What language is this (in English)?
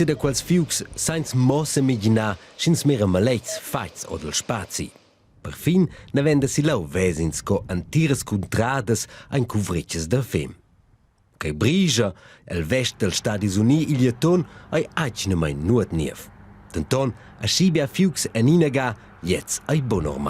Romansh